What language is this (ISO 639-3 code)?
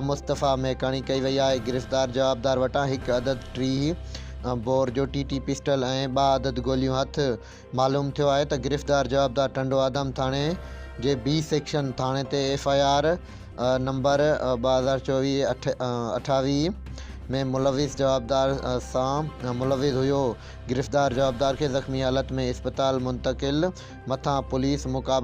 snd